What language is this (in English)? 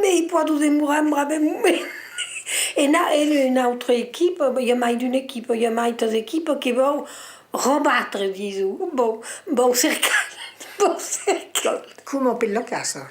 Occitan